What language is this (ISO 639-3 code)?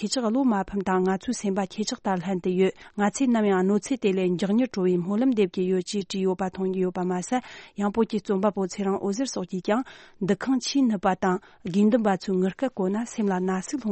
bod